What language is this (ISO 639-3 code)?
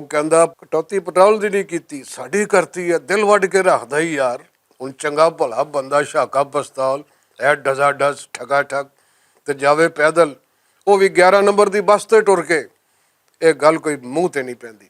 lah